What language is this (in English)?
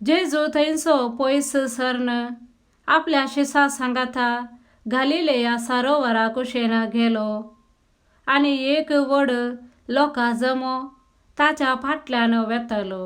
Konkani